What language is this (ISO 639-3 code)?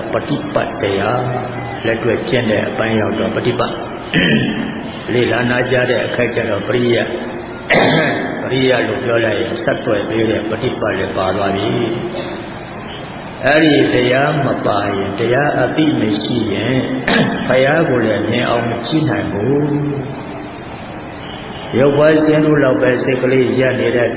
mya